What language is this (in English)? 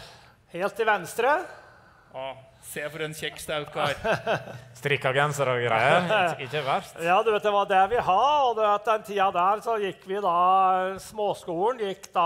Norwegian